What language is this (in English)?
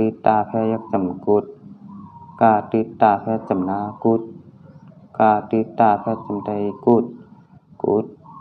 Shan